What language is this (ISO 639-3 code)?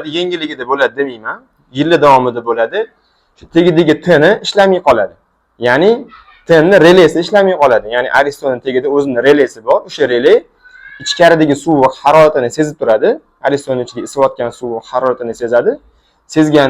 uzb